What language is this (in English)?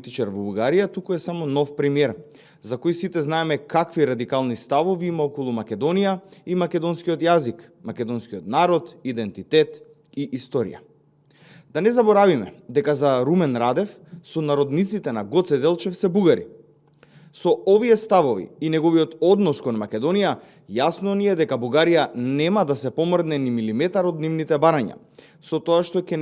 Macedonian